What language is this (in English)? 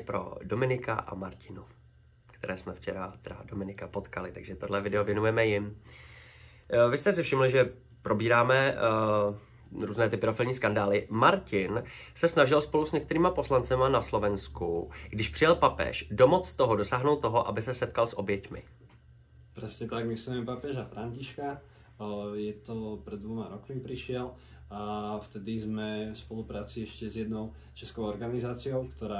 Czech